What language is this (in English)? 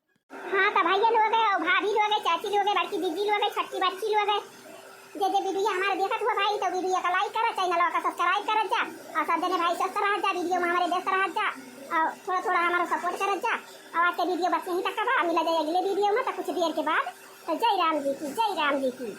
Awadhi